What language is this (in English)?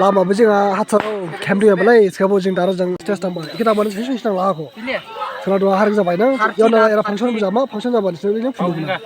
Dimasa